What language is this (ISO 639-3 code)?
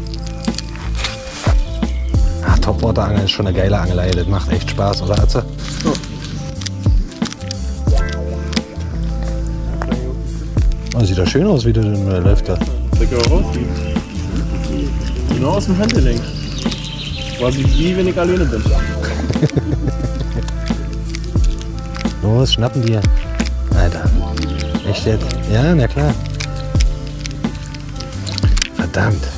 deu